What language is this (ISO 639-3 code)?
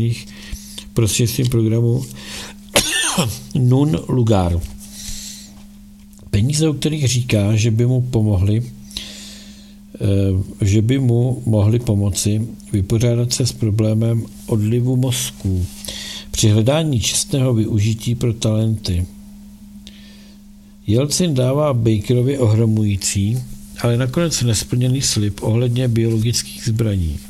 ces